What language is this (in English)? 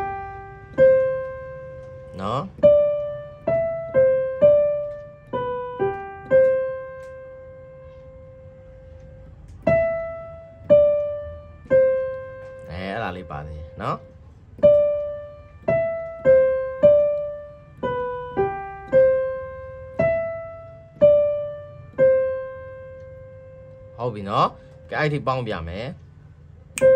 Burmese